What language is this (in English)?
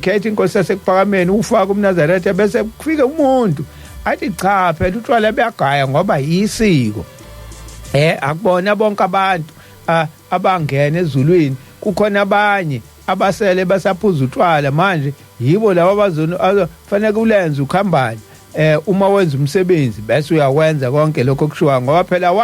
Zulu